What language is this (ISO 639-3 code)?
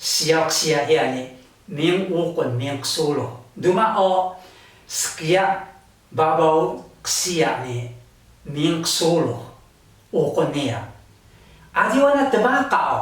trv